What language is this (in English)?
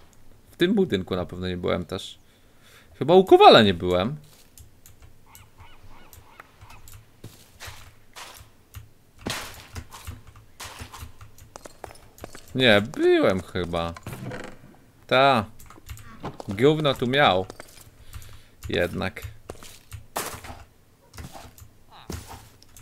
Polish